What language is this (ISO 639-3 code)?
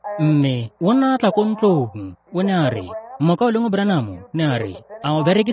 tsn